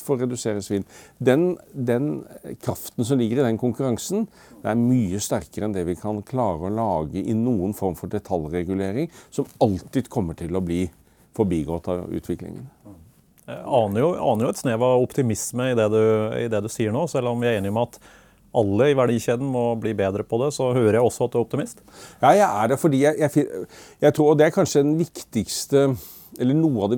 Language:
Norwegian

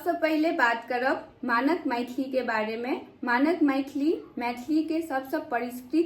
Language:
Maithili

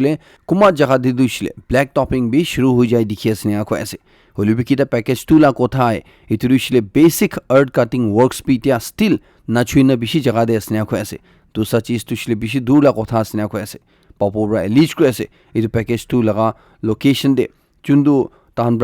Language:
Naga Pidgin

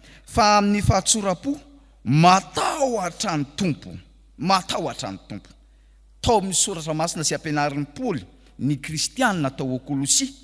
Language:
Malagasy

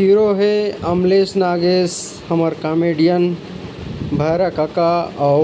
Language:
Chhattisgarhi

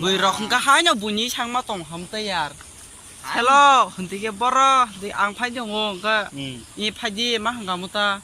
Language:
Kok Borok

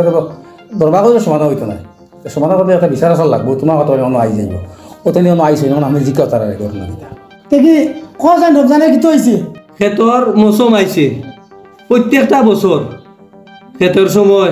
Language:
Sylheti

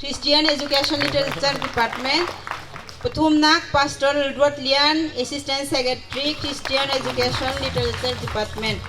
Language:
Bawm Chin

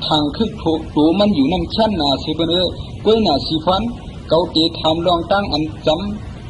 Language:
Shan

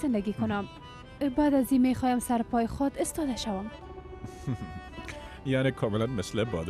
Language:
Persian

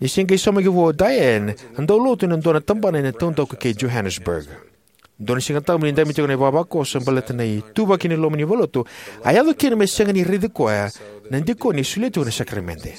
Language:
Fijian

